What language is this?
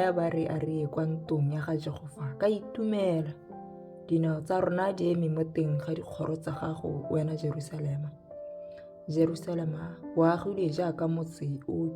Tswana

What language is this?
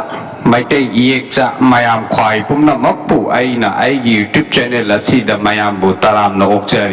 Manipuri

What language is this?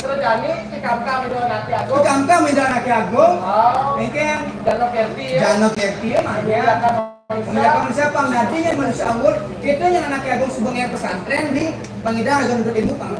Balinese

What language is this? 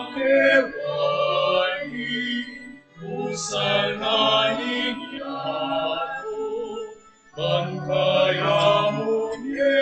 Pampanga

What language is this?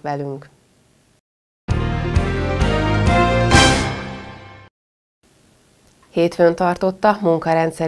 Hungarian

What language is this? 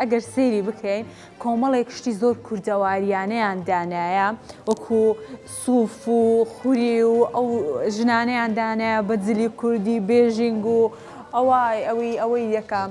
Central Kurdish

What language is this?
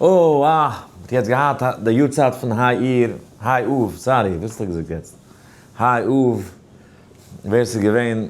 Yiddish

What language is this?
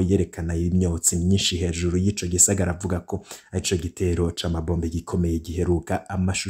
Rundi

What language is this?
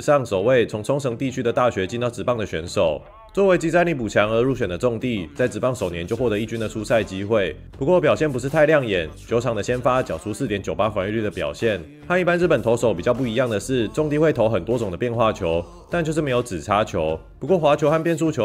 Chinese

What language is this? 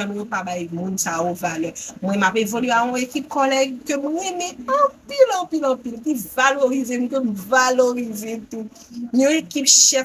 Haitian Creole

